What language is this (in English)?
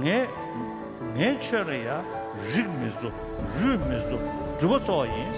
Tibetan